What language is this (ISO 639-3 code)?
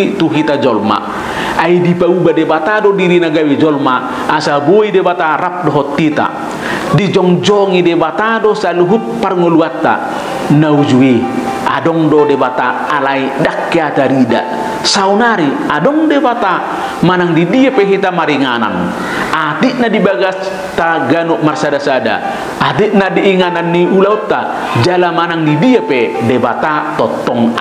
bbc